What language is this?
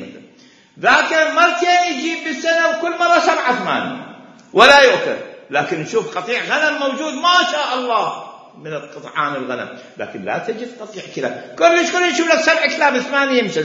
Mesopotamian Arabic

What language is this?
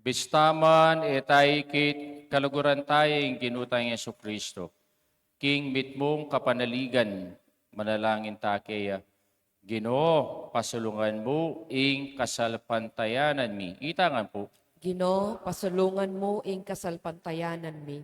Pampanga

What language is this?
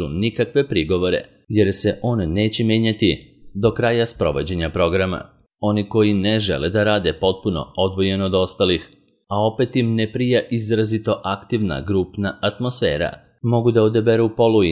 Serbian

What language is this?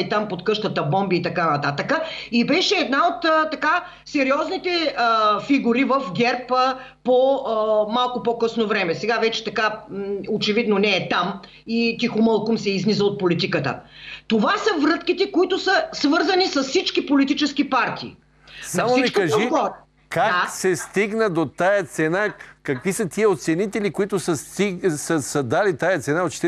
Bulgarian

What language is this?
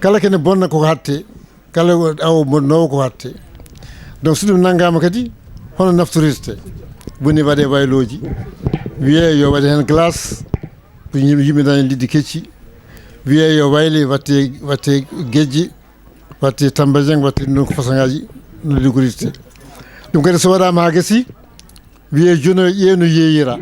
Fula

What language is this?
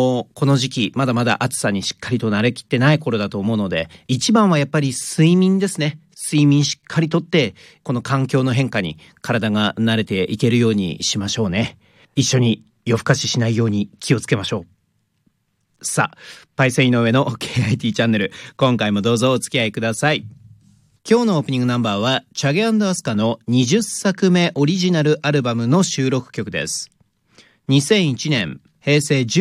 Japanese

